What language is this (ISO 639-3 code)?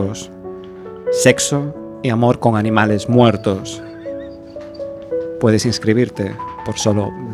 spa